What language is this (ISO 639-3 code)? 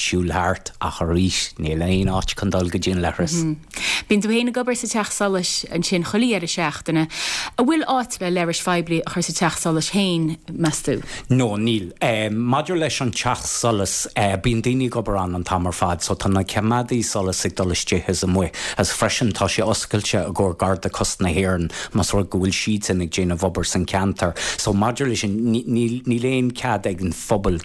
gle